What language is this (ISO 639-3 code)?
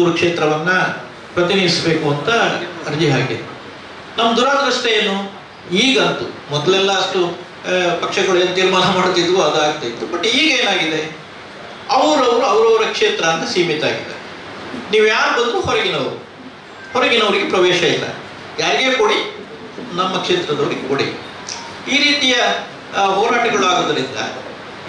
kan